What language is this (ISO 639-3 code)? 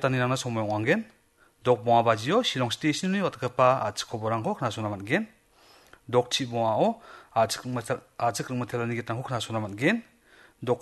grt